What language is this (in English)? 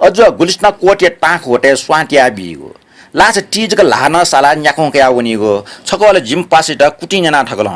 Newari